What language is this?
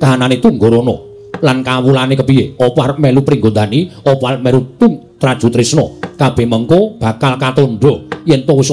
Javanese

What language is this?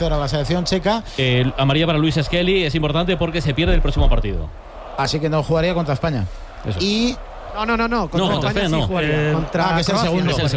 Spanish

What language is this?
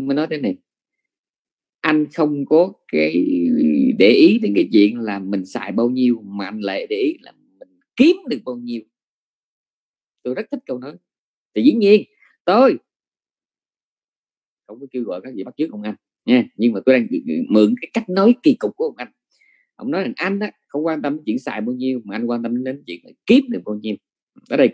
Vietnamese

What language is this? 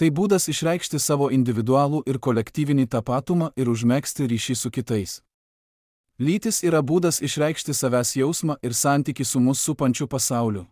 Lithuanian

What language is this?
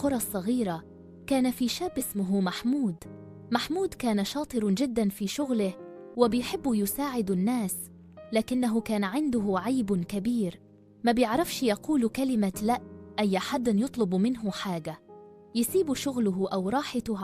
Egyptian Arabic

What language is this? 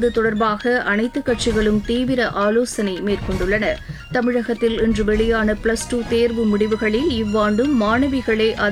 Tamil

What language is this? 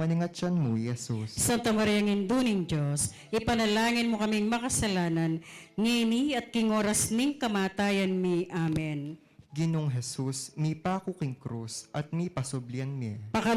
Pampanga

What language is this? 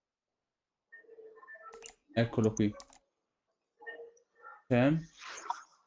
Italian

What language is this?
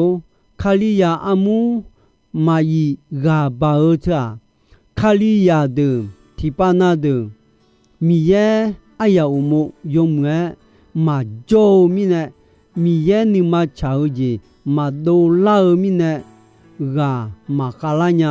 Akha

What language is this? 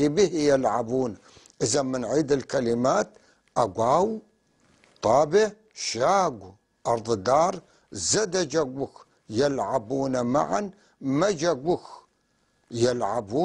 North Levantine Arabic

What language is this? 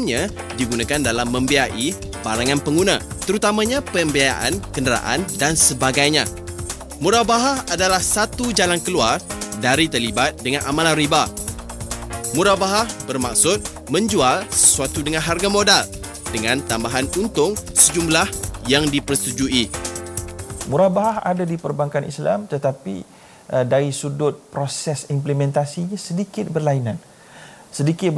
Malay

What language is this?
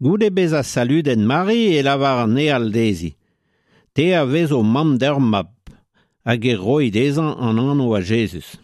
Breton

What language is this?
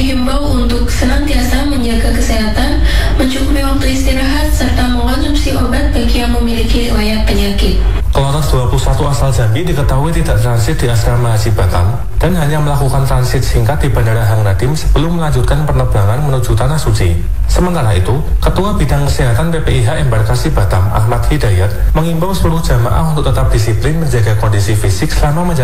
Indonesian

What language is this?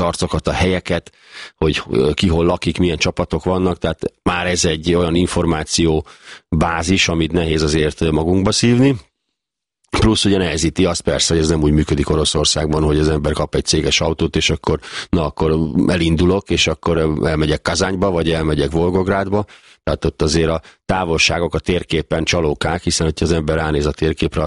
Hungarian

